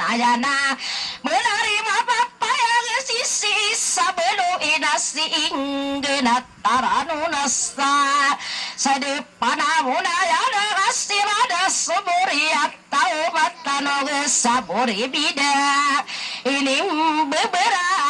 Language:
Maranao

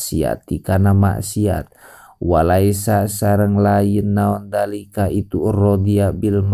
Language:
Sundanese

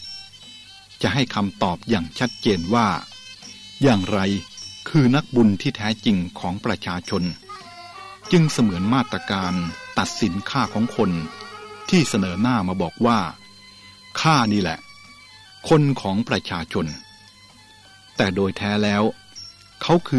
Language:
Thai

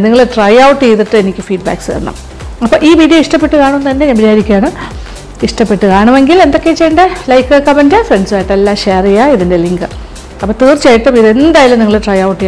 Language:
Malayalam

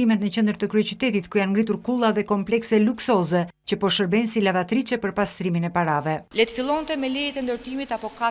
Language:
Albanian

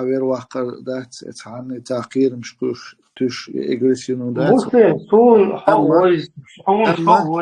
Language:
Chechen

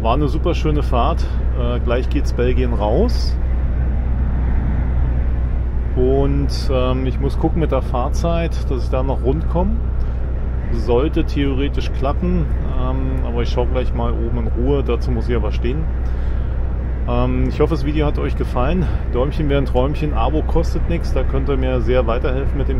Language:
German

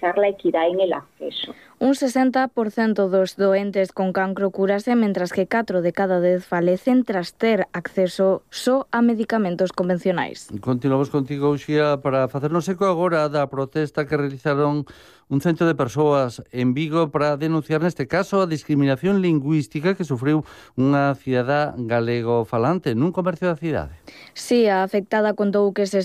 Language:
Galician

